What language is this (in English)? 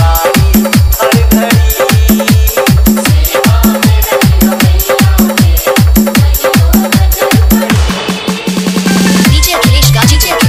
Bhojpuri